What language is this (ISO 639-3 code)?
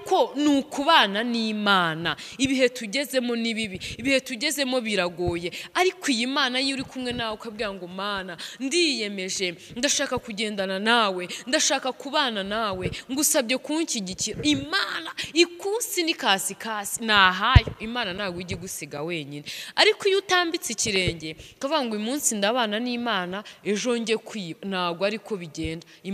kin